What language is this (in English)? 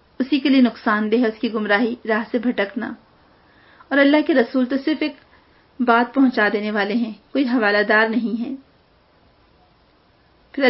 Urdu